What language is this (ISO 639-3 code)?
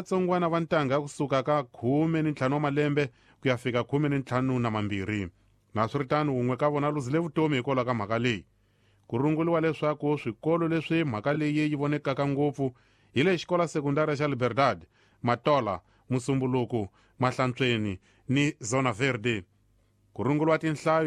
tso